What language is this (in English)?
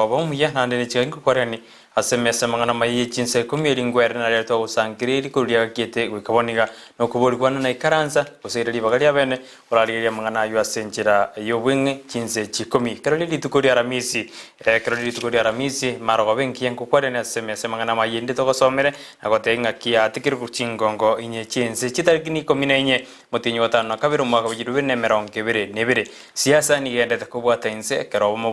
Gusii